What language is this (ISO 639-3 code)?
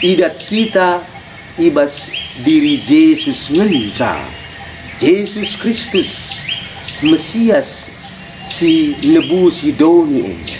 btx